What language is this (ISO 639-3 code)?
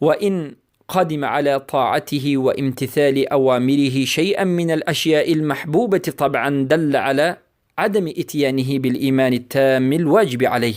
fas